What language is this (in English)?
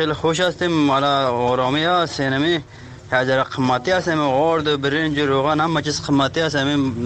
Persian